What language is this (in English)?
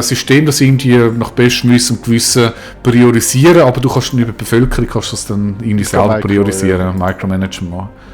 Swiss German